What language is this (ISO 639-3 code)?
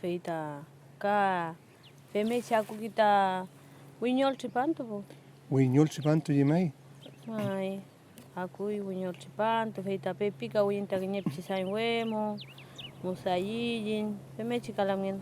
arn